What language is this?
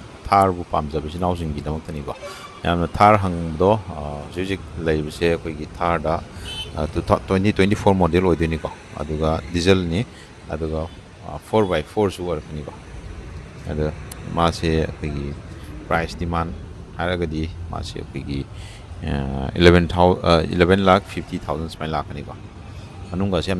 Manipuri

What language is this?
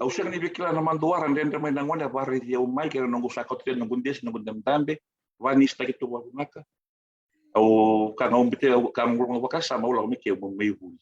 Fijian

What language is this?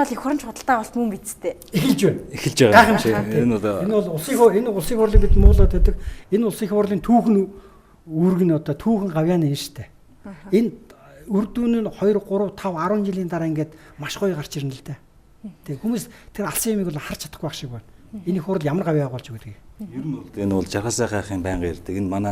Mongolian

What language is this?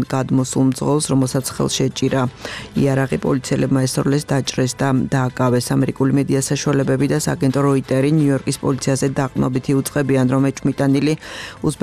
Georgian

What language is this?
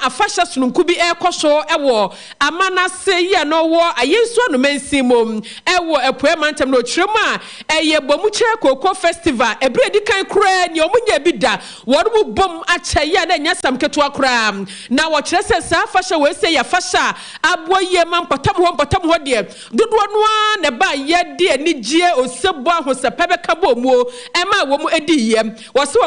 Akan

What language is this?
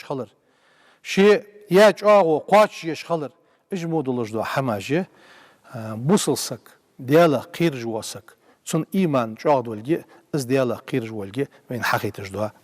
Ingush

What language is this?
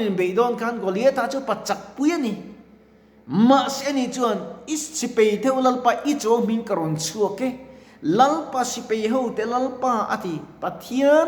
Mizo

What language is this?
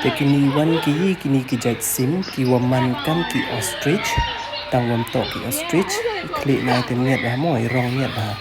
Pnar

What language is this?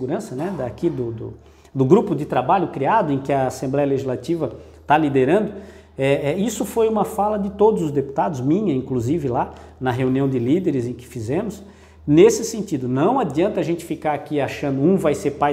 Portuguese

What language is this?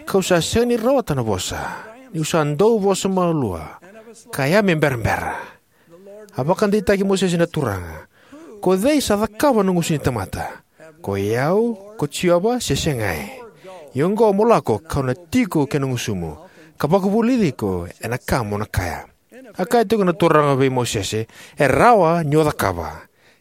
Fijian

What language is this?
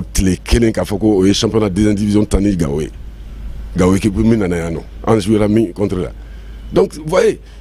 Bambara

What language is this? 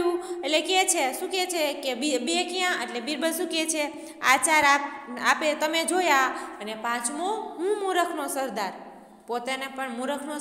Gujarati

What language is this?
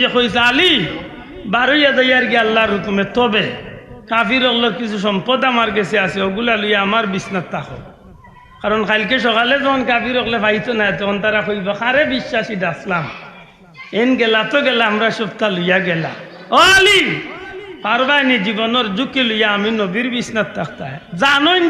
Sylheti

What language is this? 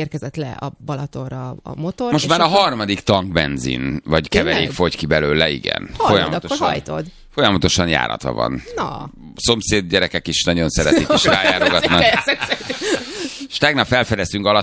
Hungarian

